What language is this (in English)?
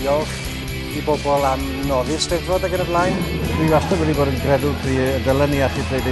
Welsh